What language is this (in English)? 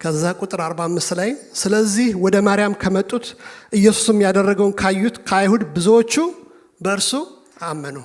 Amharic